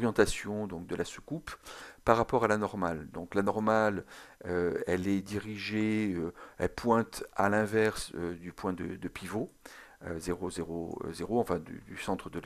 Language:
French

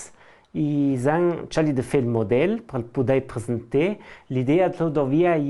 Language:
Ladin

